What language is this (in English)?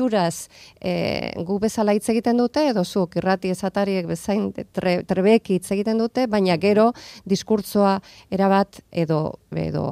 Basque